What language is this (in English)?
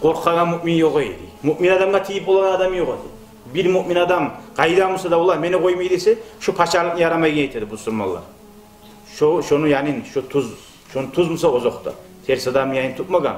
Kumyk